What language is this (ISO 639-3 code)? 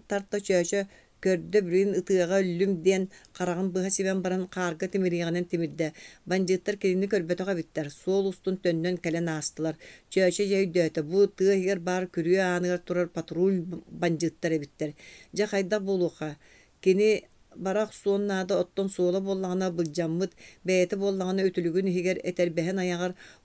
sah